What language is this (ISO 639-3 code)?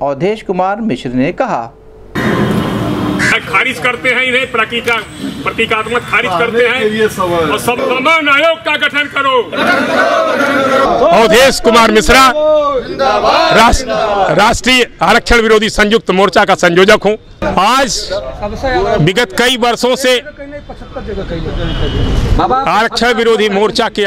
hin